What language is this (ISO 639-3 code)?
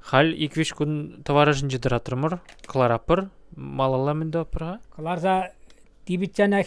chv